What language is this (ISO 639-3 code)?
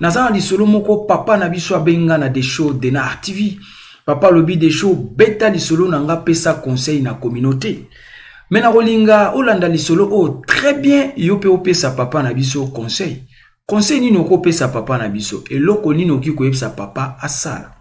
lin